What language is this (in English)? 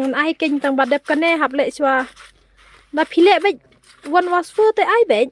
Khasi